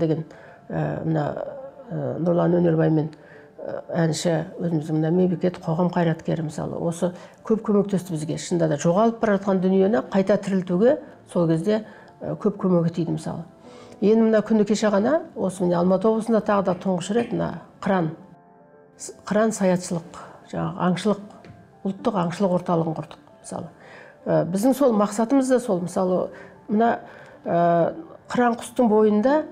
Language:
Kazakh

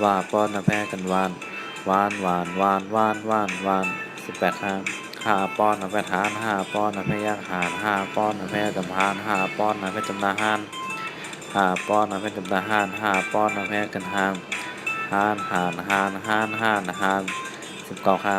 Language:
Shan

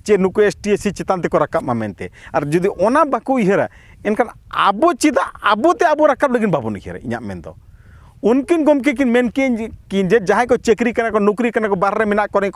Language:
Santali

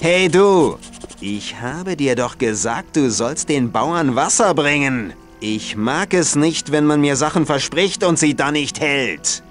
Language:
Bavarian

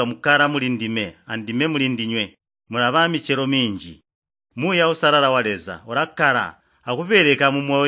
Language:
Tonga (Zambia)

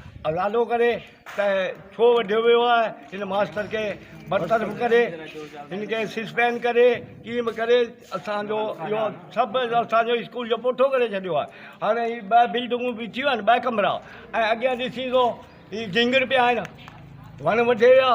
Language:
Sindhi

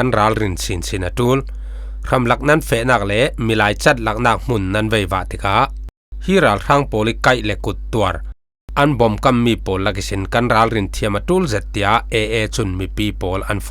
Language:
Falam Chin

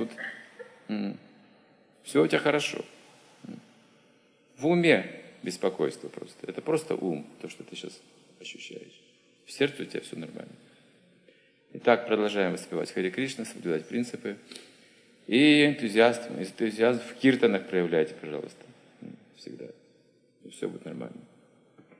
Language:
Russian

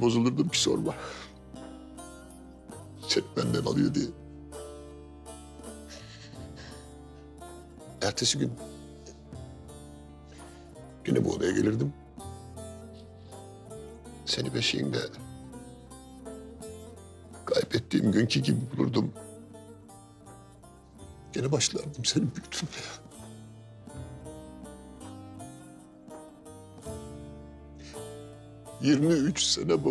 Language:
Turkish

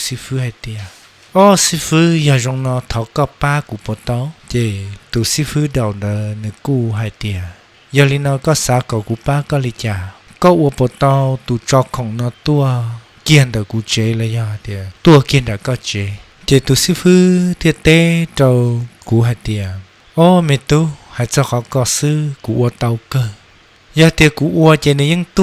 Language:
Hmong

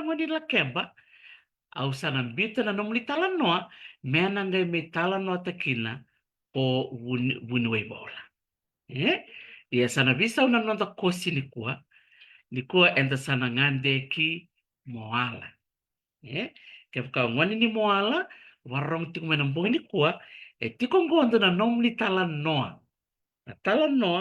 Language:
Fijian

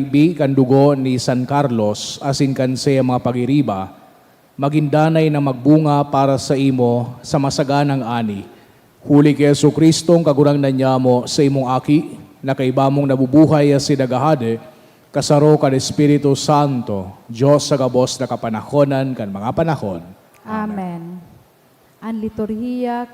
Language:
Bikol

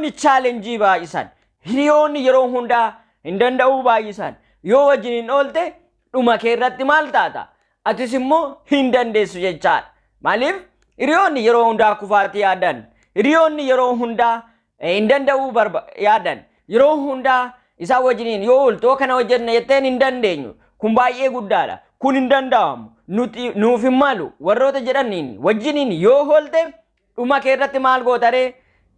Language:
Oromo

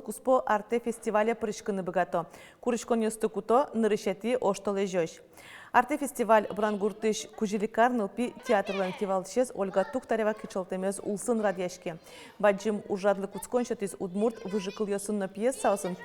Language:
Udmurt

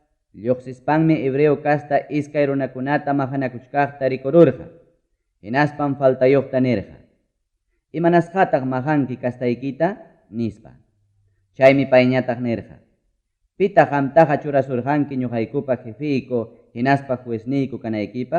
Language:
Ayacucho Quechua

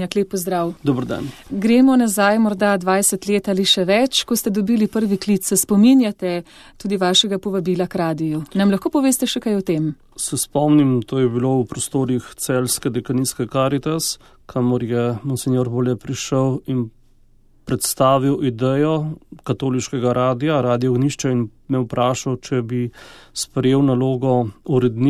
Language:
Slovenian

